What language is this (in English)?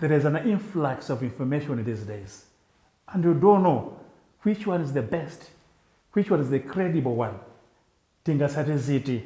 Nyanja